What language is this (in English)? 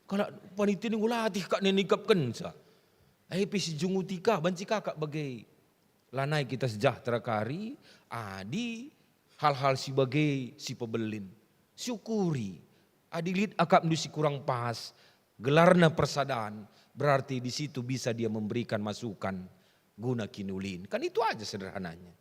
Batak Karo